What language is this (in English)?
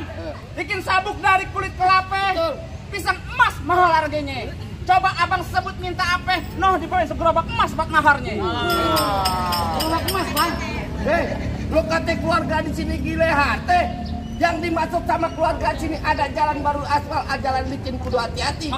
Betawi